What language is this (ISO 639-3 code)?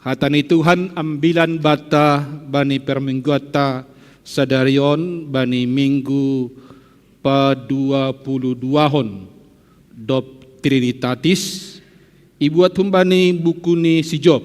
bts